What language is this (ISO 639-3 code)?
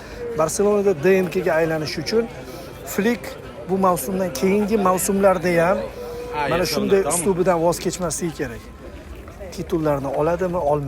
uzb